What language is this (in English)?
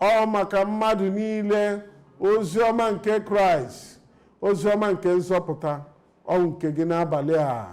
Igbo